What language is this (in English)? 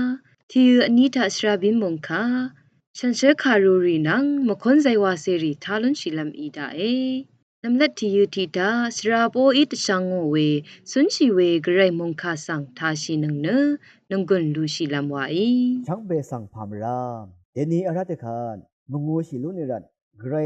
Rawang